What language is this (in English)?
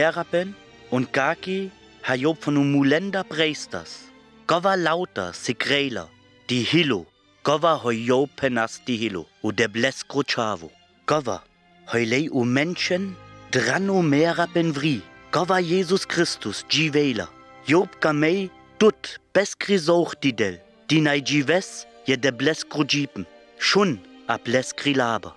Sinte Romani